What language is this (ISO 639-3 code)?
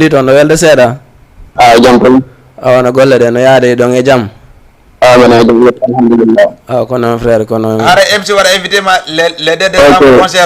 ful